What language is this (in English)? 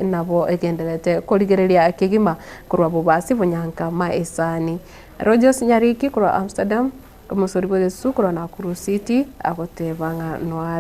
Gusii